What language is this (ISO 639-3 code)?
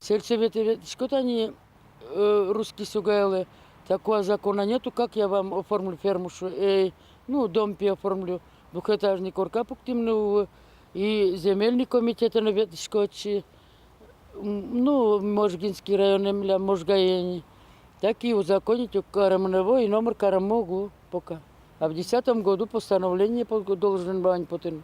udm